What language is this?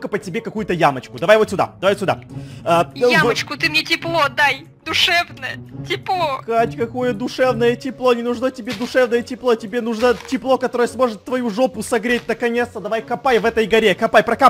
Russian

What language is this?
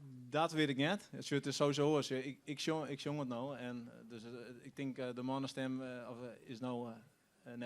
Western Frisian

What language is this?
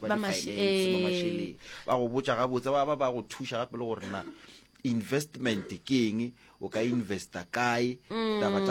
Northern Sotho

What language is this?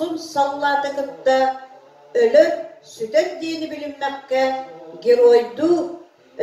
Yakut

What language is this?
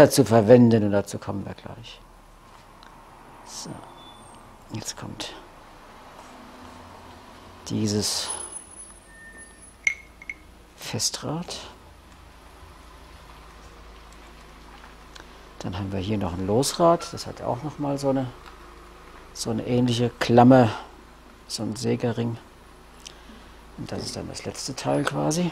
German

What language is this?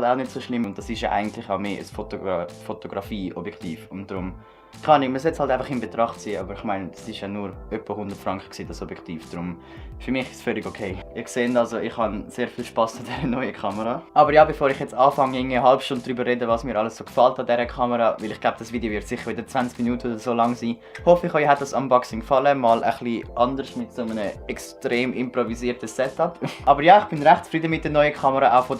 Swiss German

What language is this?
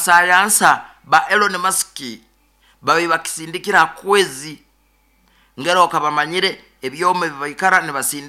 Nyoro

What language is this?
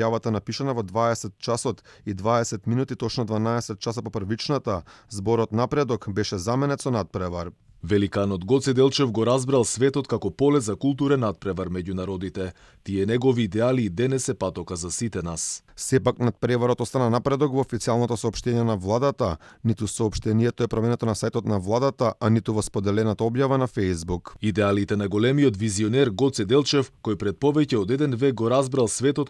Macedonian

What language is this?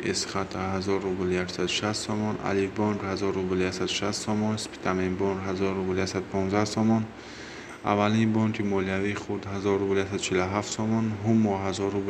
Tajik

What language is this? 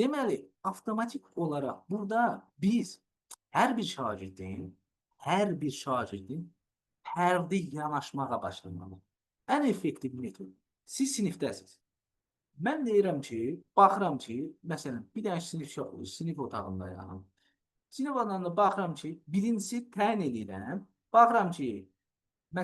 Azerbaijani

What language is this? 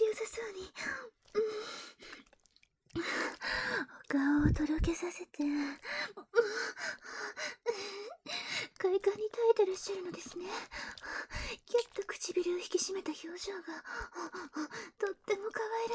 Japanese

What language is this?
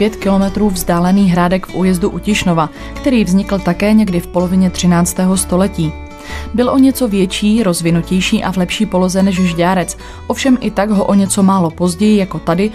Czech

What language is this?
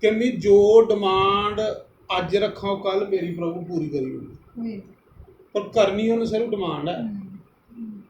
Dogri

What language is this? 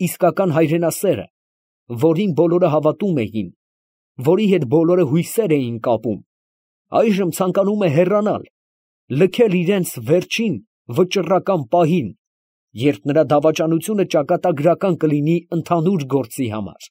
Armenian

